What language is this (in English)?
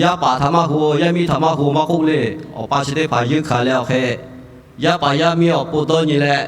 Lahu